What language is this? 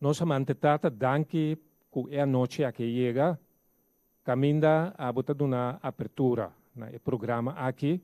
Papiamento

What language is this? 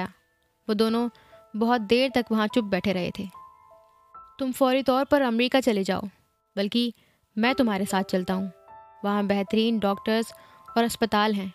Urdu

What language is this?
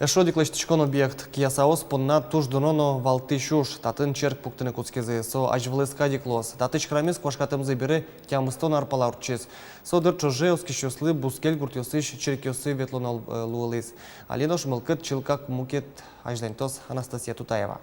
Udmurt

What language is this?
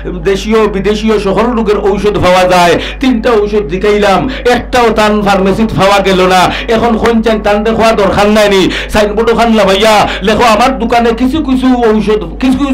Sylheti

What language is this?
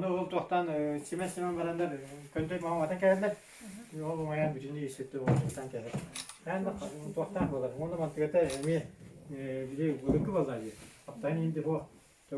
Yakut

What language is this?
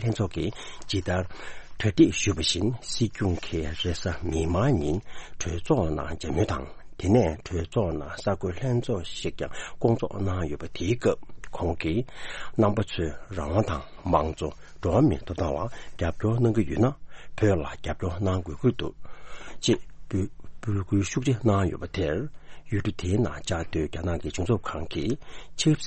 Tibetan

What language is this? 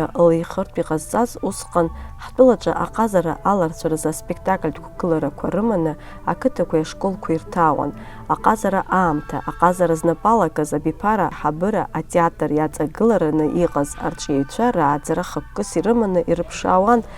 Abkhazian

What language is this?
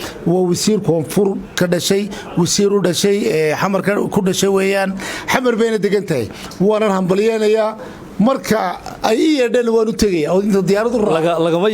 Somali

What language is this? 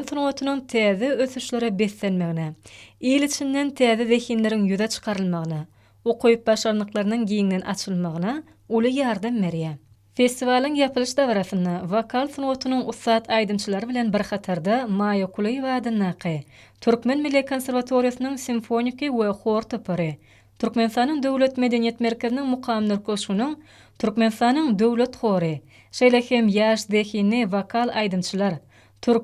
Turkmen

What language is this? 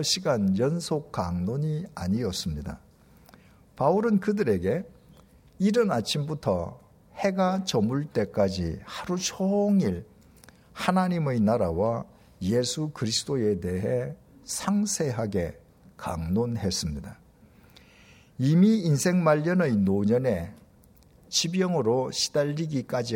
Korean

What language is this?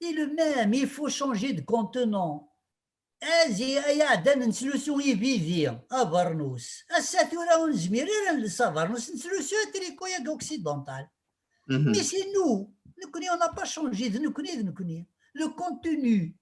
Kabyle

